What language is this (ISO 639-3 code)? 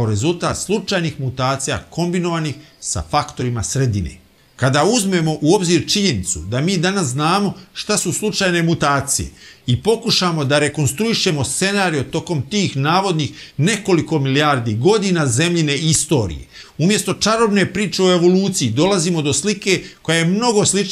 bos